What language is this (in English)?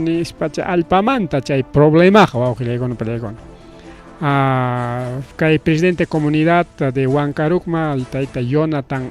Ayacucho Quechua